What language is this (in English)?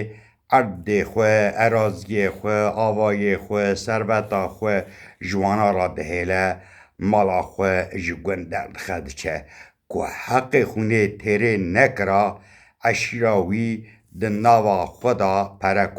Kurdish